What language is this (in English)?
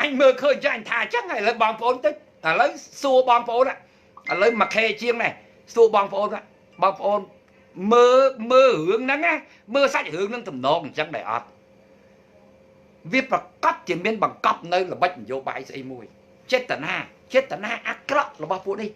Khmer